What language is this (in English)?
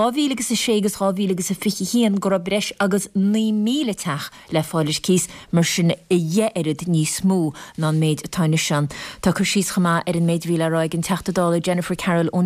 Irish